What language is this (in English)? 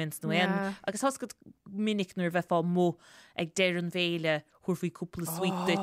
Irish